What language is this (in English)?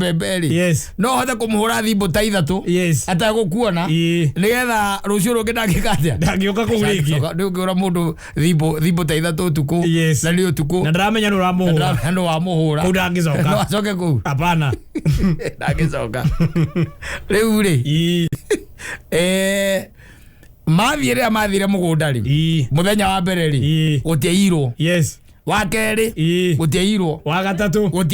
Kikuyu